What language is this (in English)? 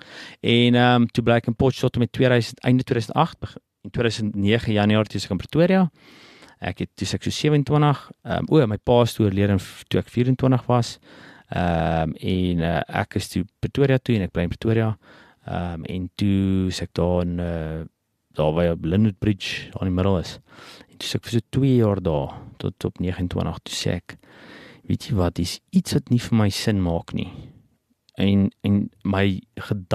Afrikaans